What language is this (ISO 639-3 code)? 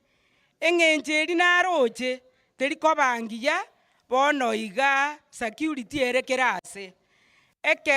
guz